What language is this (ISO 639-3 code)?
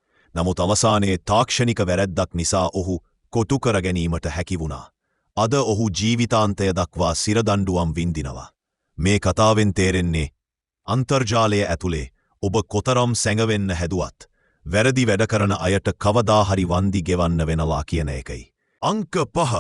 sin